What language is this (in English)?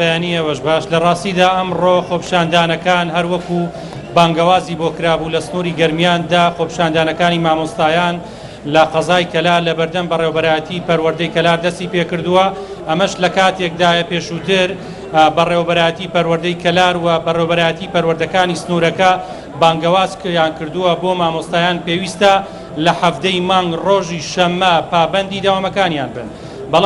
Central Kurdish